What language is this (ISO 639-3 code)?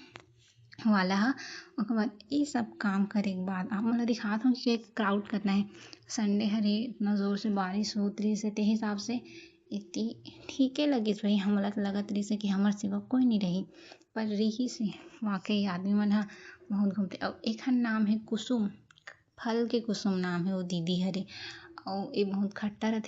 hne